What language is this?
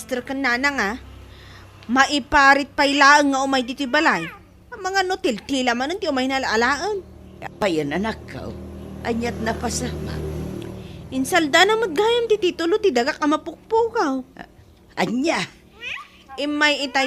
Iloko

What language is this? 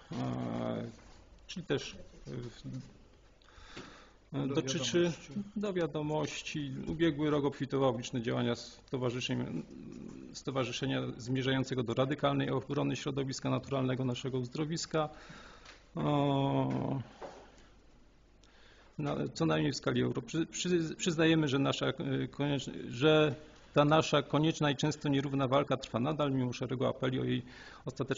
Polish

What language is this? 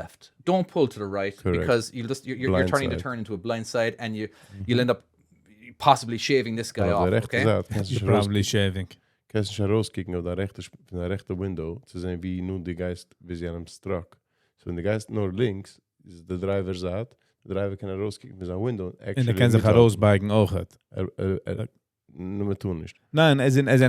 Yiddish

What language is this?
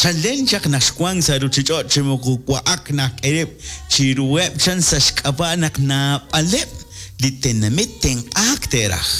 Kekchí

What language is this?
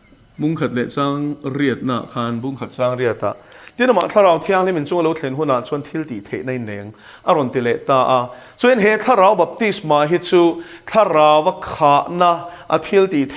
Mizo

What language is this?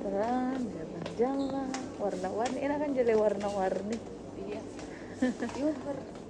Manado Malay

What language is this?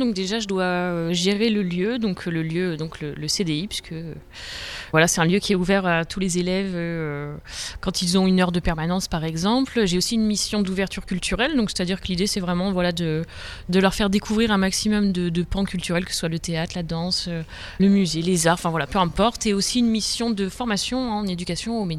French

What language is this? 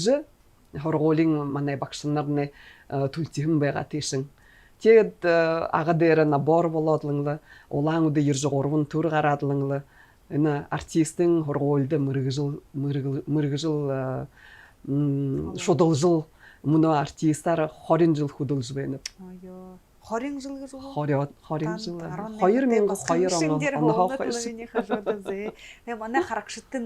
Buriat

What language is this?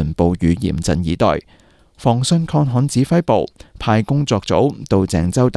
Cantonese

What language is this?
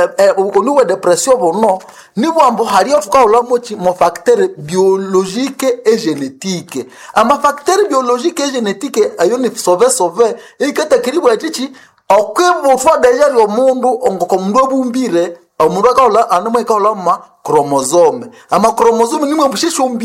Nande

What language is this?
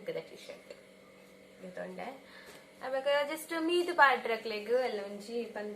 Tulu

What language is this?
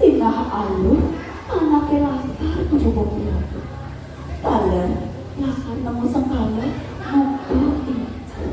Balinese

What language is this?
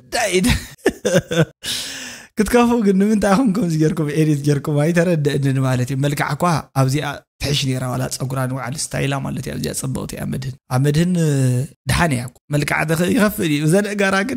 Tigrinya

